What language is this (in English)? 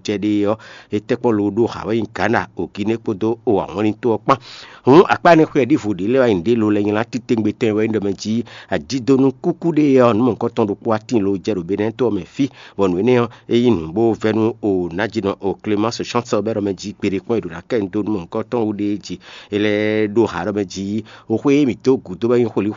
Fon